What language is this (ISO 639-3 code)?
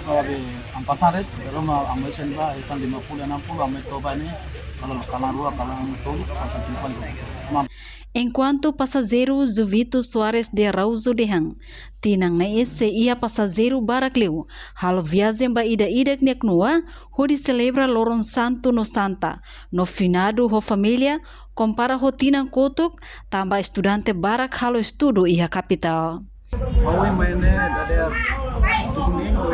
tet